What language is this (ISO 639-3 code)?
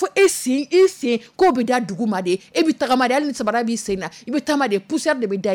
dyu